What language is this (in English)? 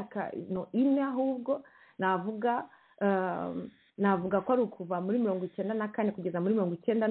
Kinyarwanda